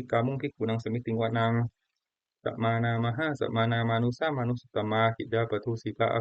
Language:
Pali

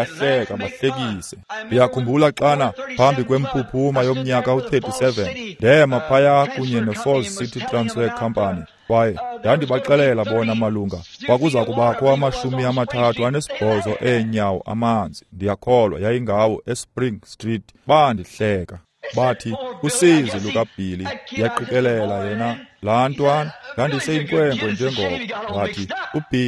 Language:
Xhosa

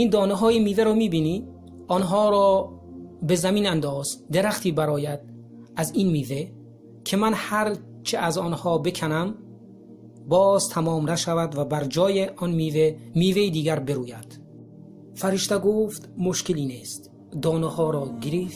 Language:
Tajik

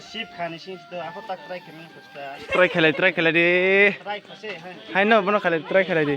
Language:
Kok Borok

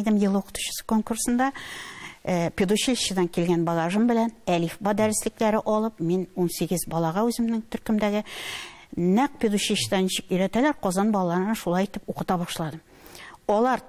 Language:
Tatar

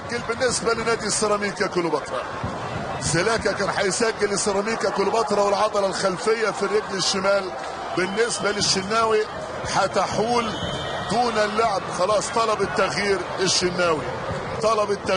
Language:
Egyptian Arabic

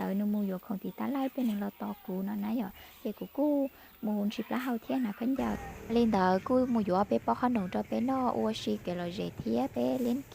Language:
Hmong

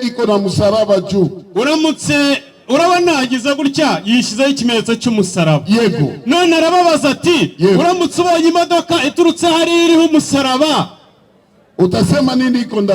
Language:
Kinyarwanda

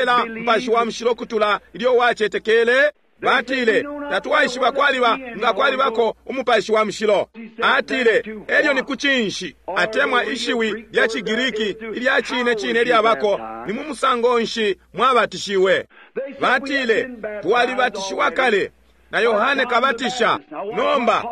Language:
Bemba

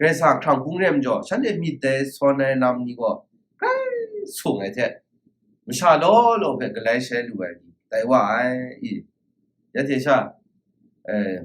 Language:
Kachin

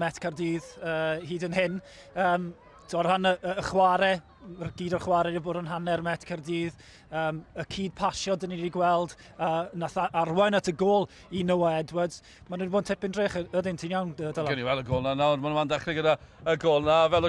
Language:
Welsh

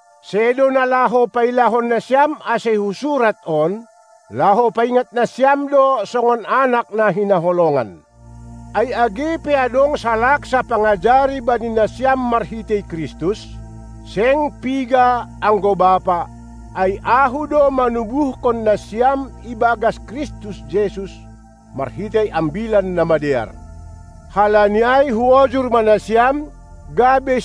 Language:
Batak Simalungun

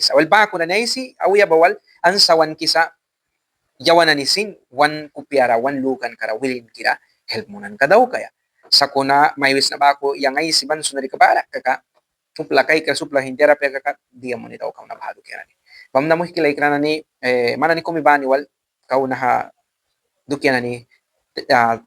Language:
Mískito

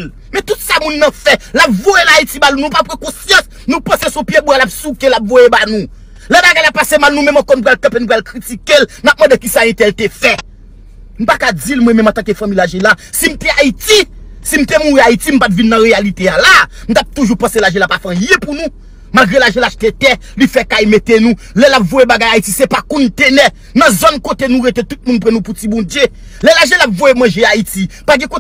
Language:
Haitian Creole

